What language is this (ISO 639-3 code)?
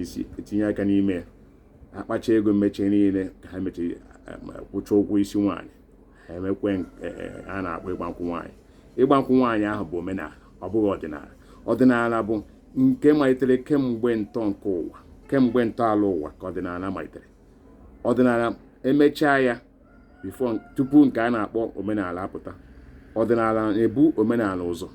ibo